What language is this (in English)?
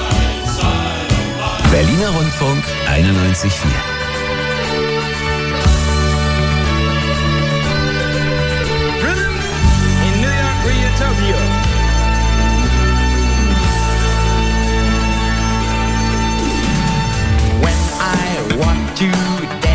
German